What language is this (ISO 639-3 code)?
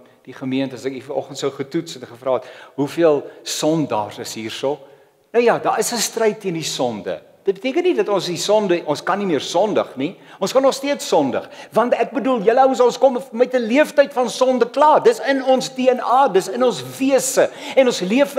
afr